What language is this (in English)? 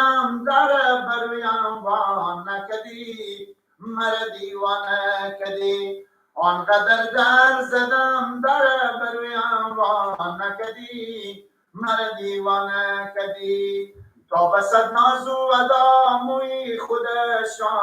Persian